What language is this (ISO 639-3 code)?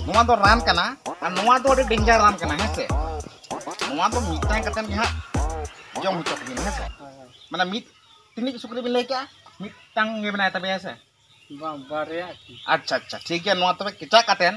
sat